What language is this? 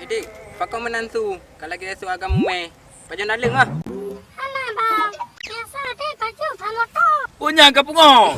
Achinese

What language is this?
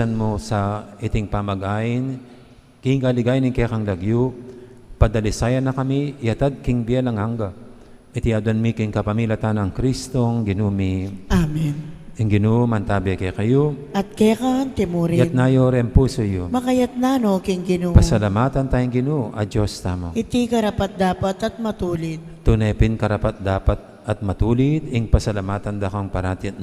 Pampanga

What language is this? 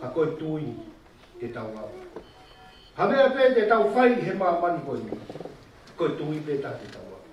Tongan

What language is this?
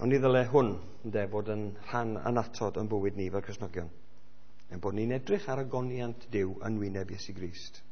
Welsh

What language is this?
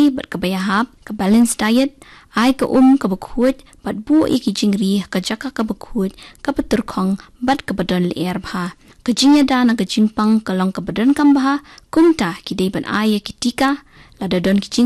Khasi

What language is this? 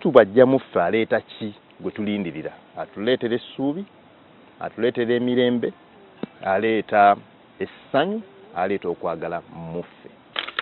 Ganda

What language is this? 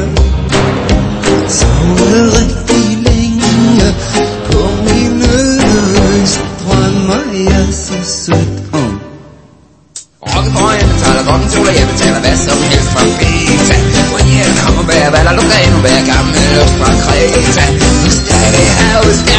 Danish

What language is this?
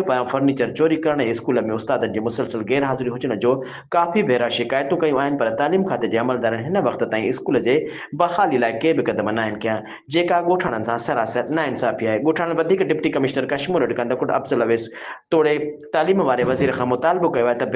Sindhi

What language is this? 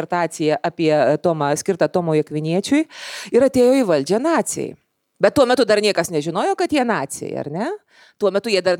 Lithuanian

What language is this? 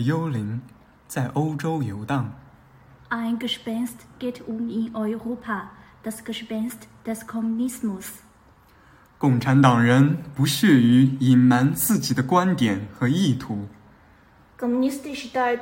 Serbian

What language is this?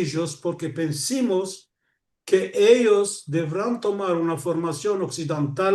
Ladino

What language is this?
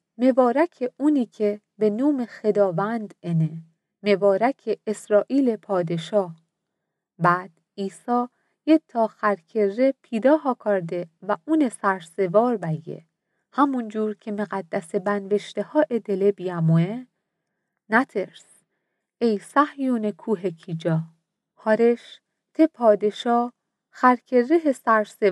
Mazanderani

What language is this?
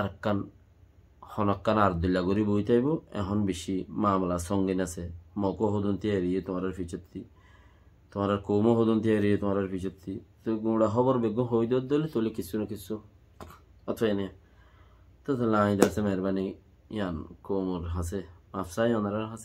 Rohingya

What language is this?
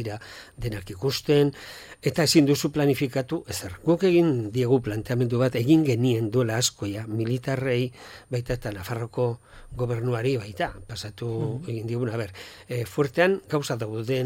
Basque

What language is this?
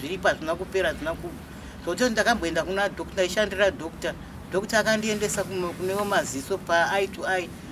Shona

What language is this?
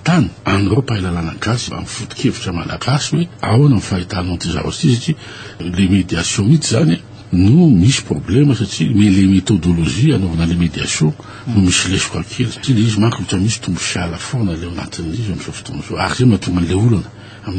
Malagasy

